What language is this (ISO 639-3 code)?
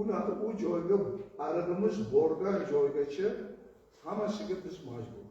uzb